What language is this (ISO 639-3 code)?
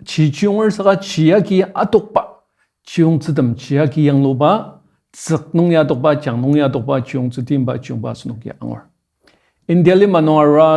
njo